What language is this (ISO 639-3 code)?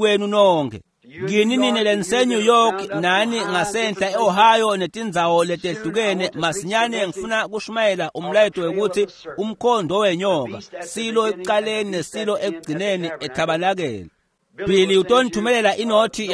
ssw